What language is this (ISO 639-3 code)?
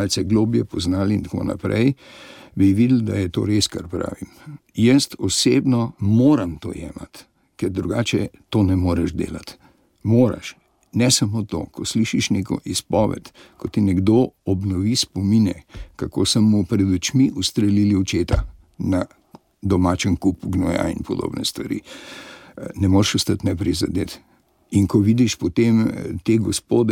slv